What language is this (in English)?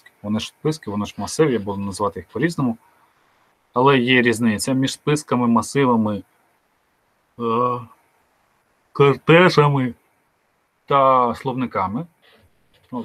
Ukrainian